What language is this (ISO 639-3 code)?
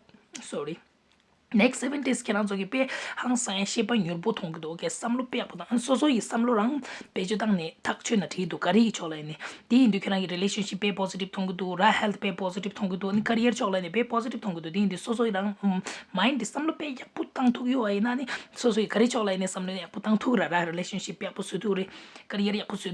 bod